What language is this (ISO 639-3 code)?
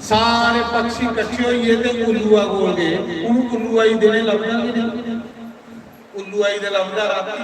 doi